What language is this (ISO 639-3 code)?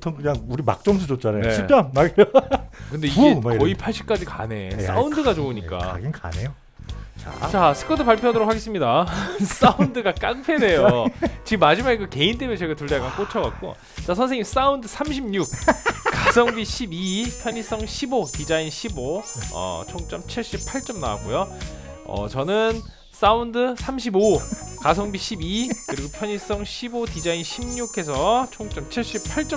kor